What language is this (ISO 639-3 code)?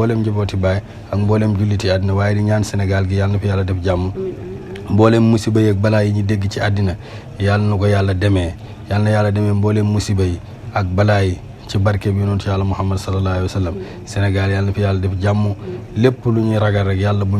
wol